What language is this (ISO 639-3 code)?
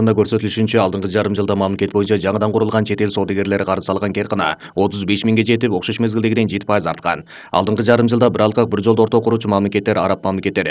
kir